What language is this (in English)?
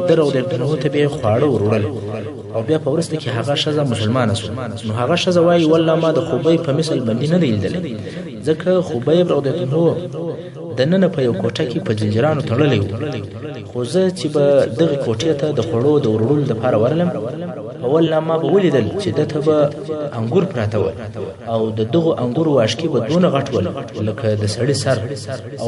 Pashto